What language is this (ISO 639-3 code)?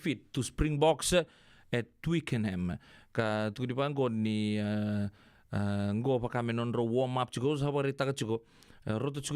fij